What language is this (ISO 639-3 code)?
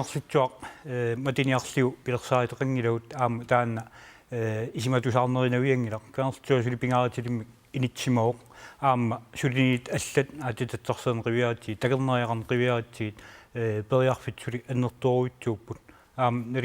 kal